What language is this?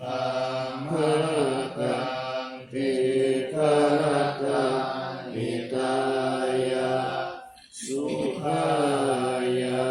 Pali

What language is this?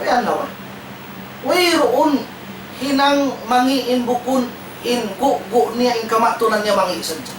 Tausug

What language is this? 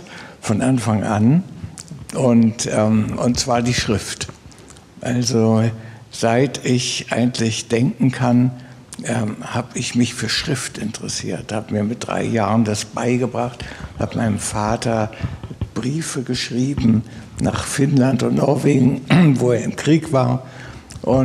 German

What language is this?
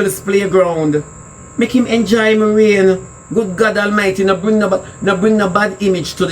Jamaican Creole English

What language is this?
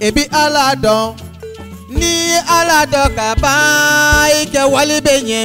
Bambara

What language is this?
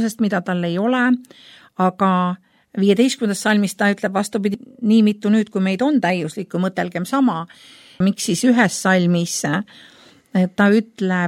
Estonian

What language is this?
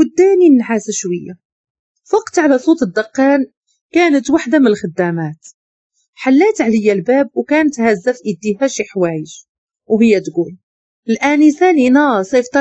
Moroccan Arabic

